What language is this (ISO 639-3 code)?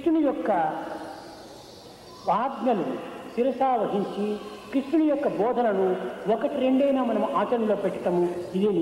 tel